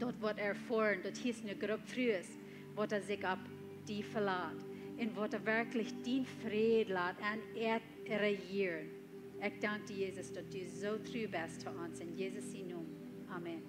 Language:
Plautdietsch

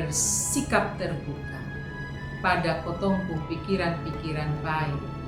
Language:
Kupang Malay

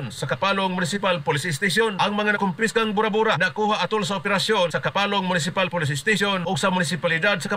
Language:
Cebuano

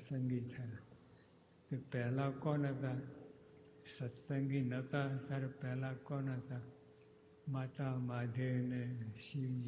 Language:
Gujarati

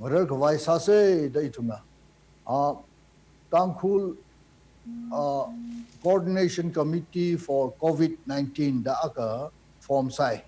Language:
Tangkhul Naga (India)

